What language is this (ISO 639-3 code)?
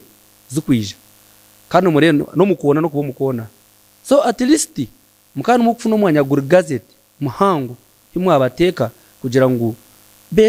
nyn